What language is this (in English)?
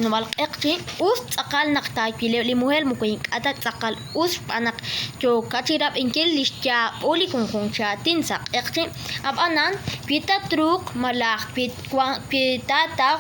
Kekchí